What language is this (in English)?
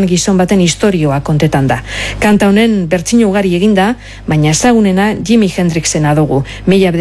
Basque